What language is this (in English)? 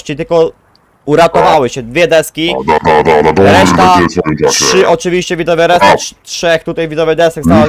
Polish